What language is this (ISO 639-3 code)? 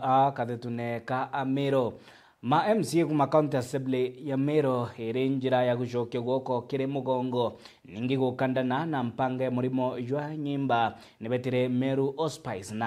mer